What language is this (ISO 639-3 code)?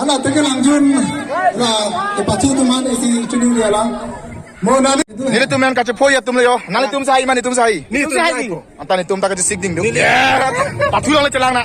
mjw